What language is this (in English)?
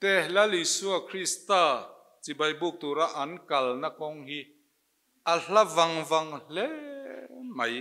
Mizo